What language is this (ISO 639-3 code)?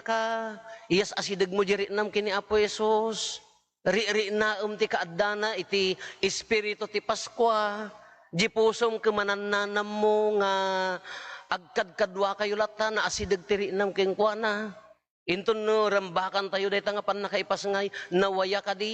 ilo